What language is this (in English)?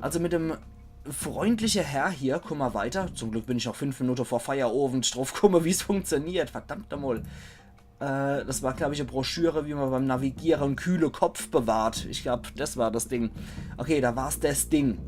Palatine German